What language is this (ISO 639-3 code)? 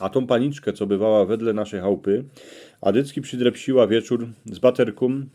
szl